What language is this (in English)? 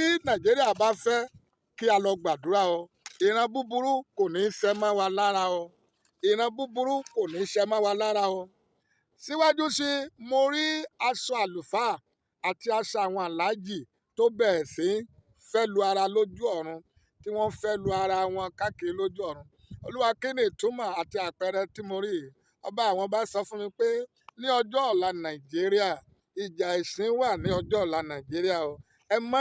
Yoruba